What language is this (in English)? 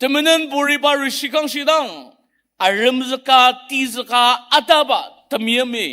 Ao Naga